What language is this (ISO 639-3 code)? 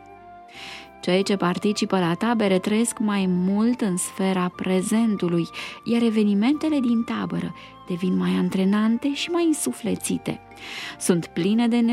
ron